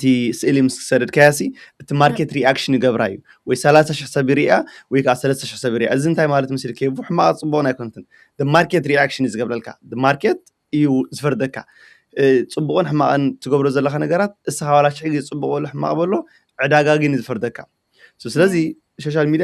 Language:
Tigrinya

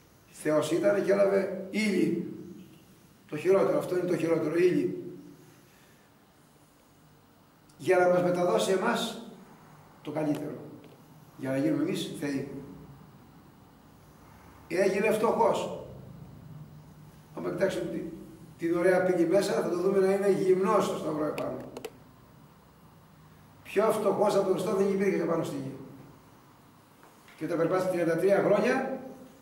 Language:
Greek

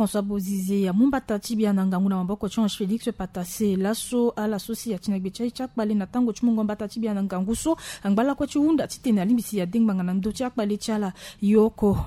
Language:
Sango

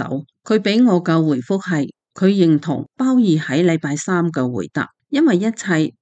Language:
Cantonese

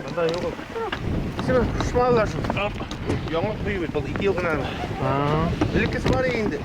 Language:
Bashkir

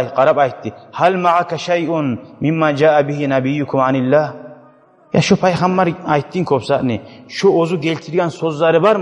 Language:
Kumyk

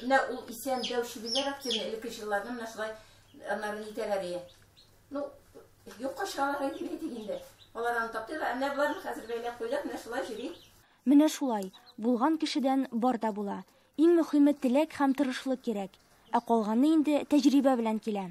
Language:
Tatar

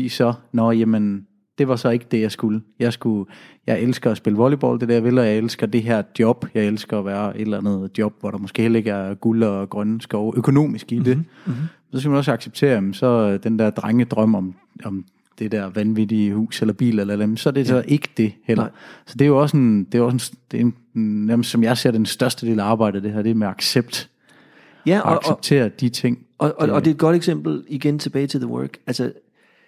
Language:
Danish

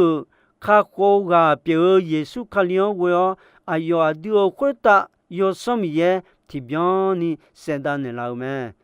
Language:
Akha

